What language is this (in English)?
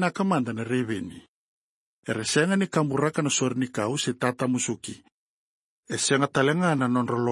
Fijian